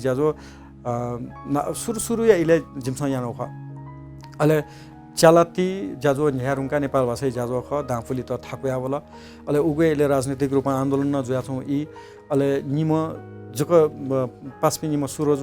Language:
Newari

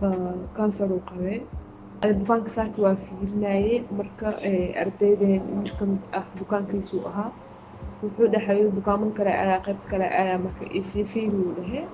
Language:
Somali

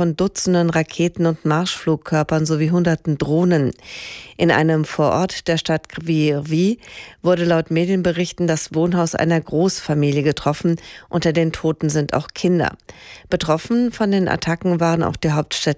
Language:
German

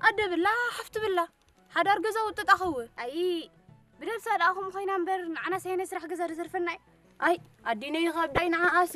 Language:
Tigrinya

